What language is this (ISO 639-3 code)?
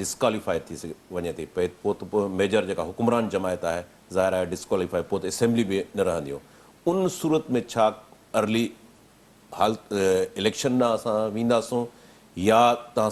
snd